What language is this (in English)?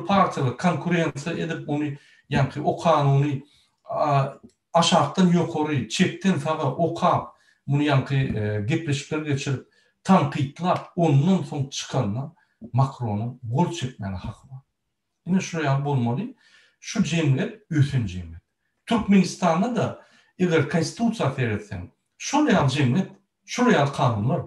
Turkmen